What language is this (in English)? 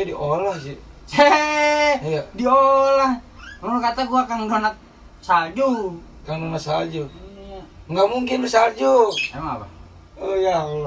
Betawi